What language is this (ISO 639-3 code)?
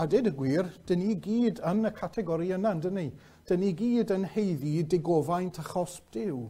cym